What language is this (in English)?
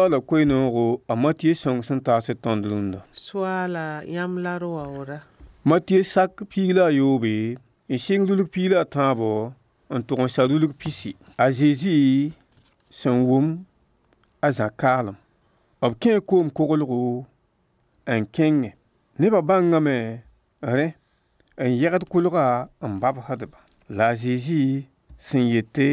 Mossi